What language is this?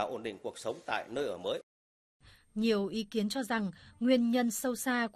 Vietnamese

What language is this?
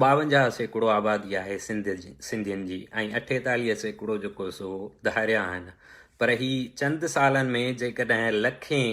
Sindhi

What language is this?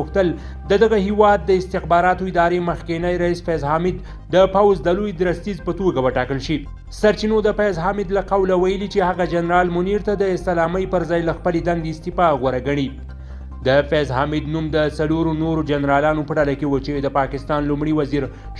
Pashto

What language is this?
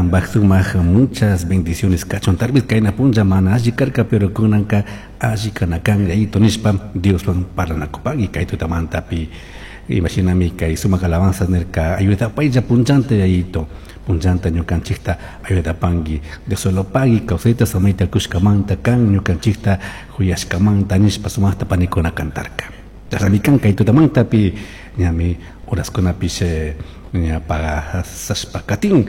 Chimborazo Highland Quichua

